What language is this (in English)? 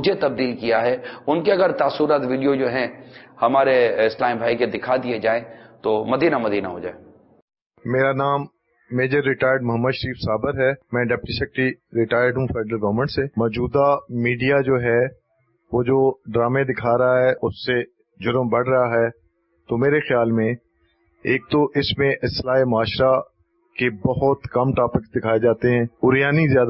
Urdu